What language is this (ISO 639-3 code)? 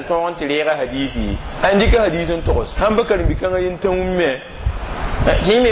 mos